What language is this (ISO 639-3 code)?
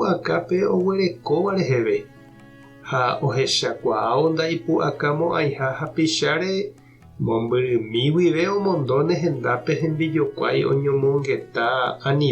grn